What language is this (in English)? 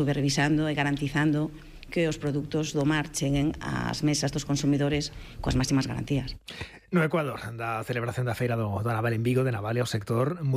Galician